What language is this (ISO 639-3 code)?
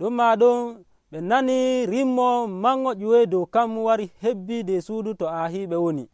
fuv